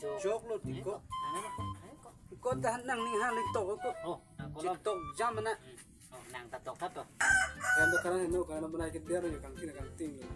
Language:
Karbi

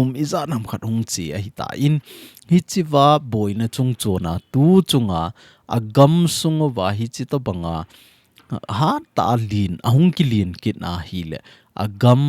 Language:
Thado Chin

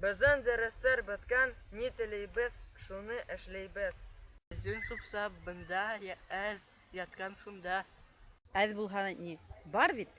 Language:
Bashkir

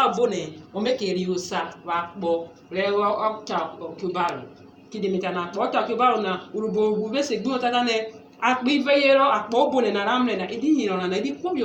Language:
Urhobo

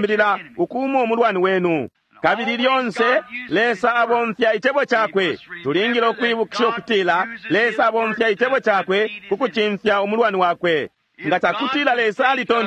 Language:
Bemba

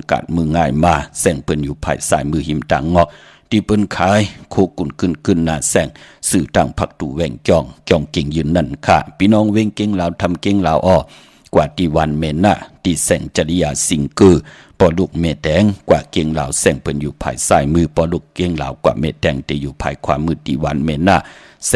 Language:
Shan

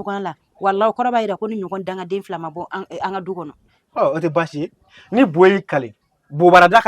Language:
Bambara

